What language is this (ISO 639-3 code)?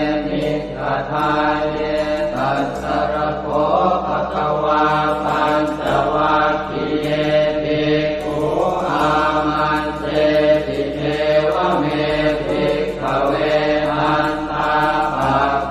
pli